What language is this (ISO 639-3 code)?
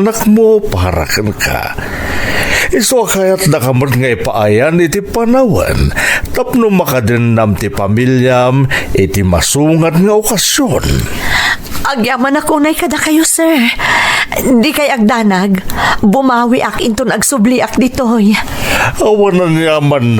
ilo